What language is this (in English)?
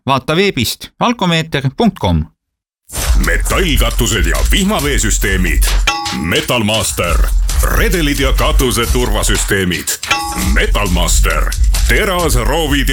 Estonian